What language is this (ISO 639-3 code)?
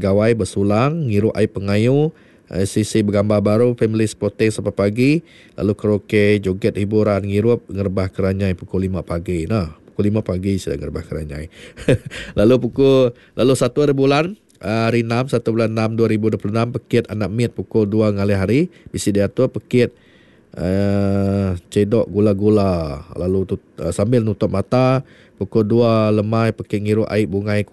iba